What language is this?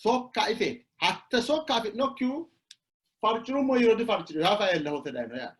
Sidamo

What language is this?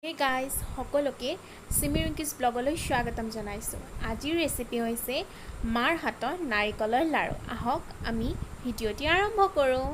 Assamese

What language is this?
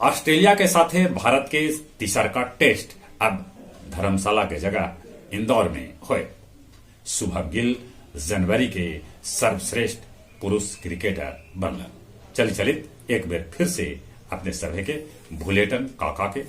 Magahi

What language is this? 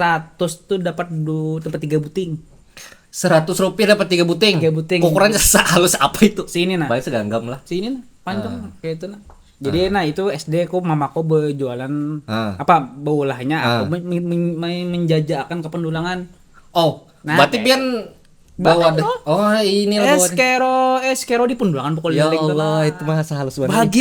Banjar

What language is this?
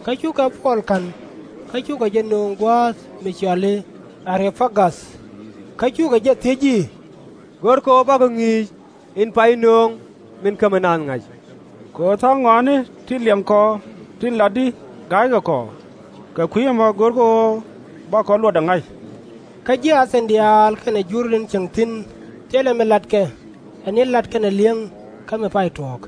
Nuer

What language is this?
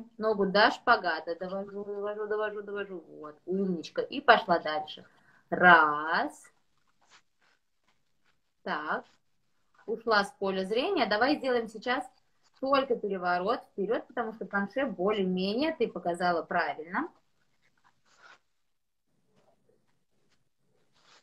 Russian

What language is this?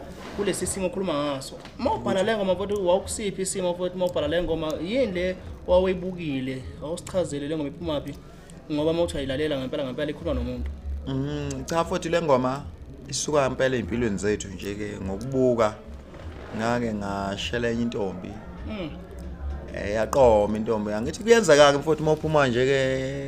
Zulu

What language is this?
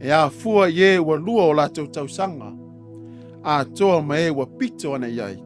Samoan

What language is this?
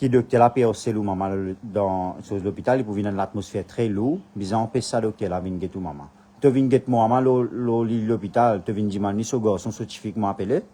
Morisyen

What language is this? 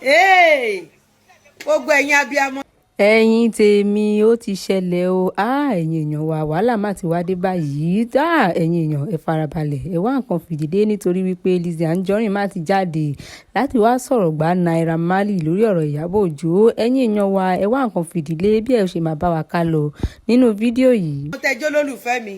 Yoruba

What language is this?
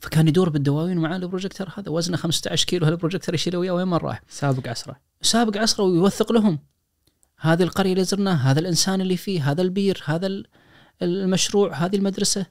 Najdi Arabic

